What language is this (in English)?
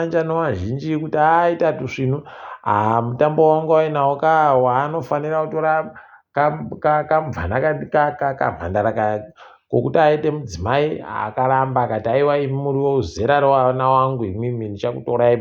Ndau